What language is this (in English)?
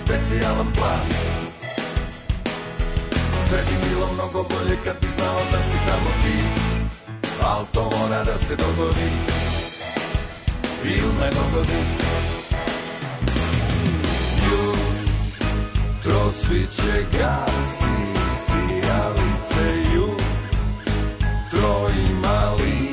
Serbian